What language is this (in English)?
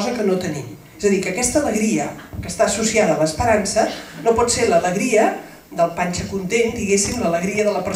Catalan